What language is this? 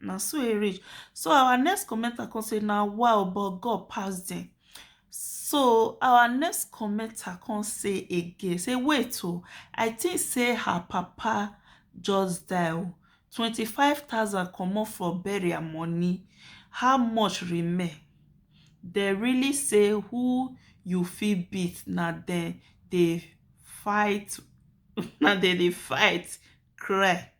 Nigerian Pidgin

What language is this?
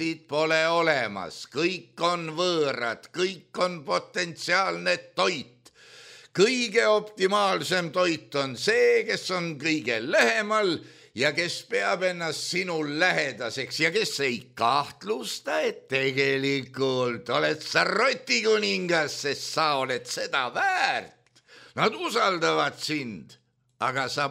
Estonian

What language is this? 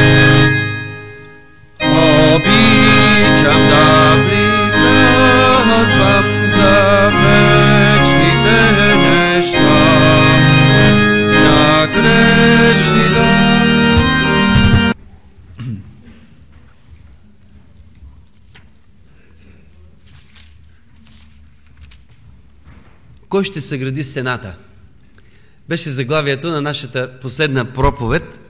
Bulgarian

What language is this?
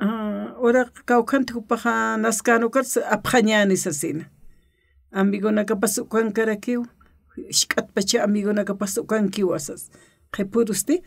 Aymara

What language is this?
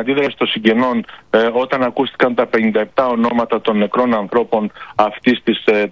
Greek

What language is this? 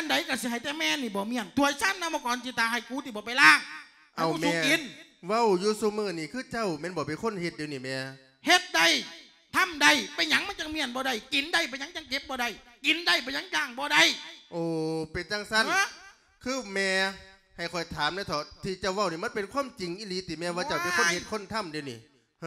Lao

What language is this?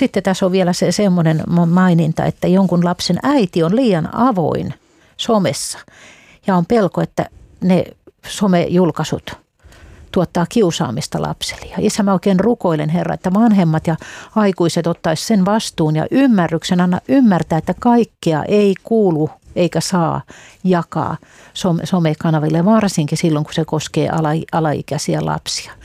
Finnish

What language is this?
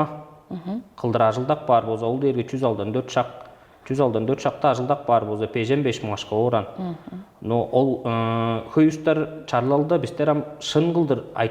Tuvinian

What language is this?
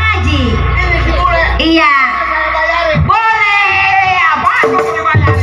Betawi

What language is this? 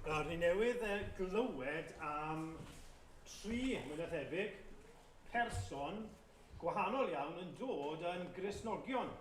Welsh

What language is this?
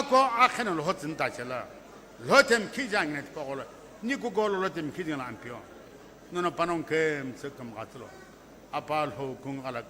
Sumi Naga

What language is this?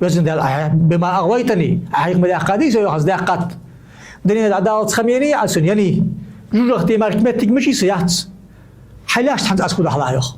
Ingush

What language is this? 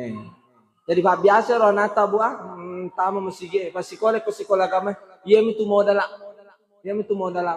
Buginese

